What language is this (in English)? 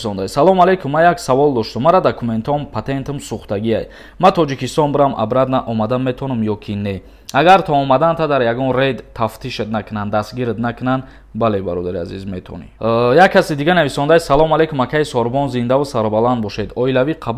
Tajik